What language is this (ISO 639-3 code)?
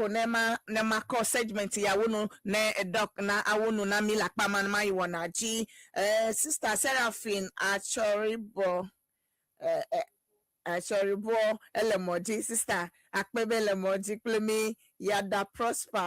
ewe